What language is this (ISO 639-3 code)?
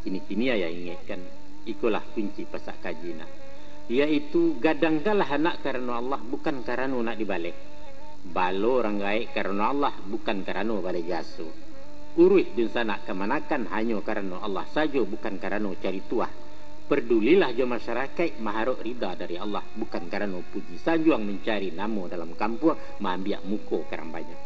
min